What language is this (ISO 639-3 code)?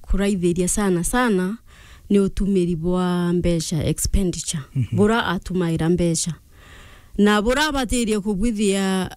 mer